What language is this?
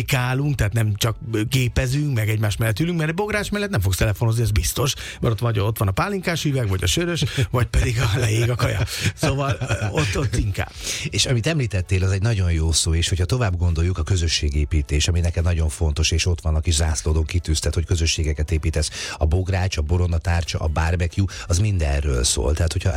Hungarian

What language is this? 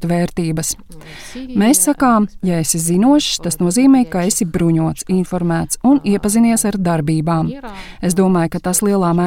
Latvian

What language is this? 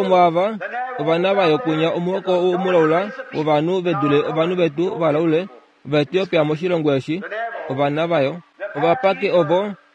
Kuanyama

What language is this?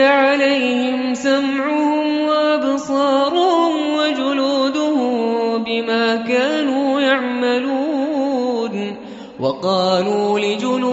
Arabic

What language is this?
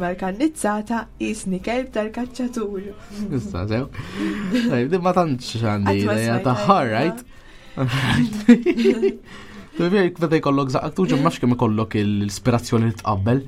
Maltese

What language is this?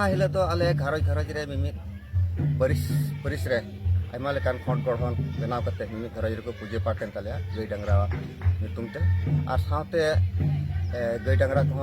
Santali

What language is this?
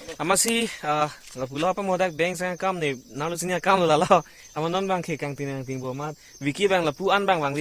Karbi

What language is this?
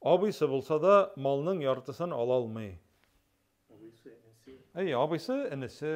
Tatar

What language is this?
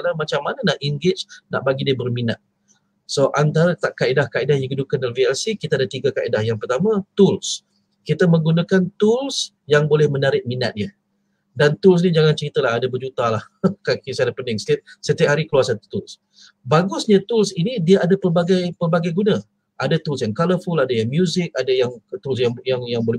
Malay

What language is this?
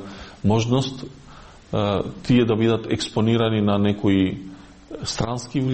Macedonian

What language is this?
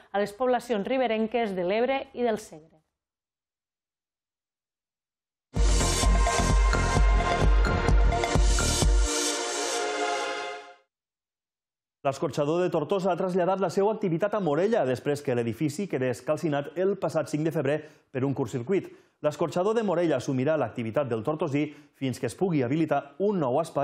Catalan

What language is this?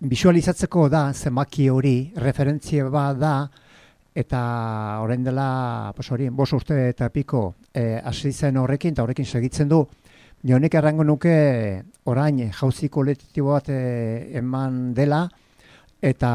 Basque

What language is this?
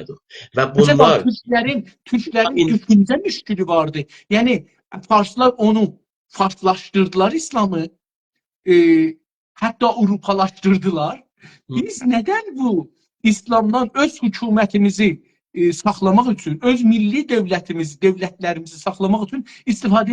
South Azerbaijani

